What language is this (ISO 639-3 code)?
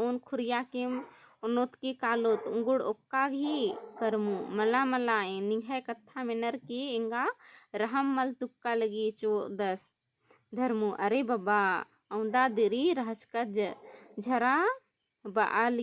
kru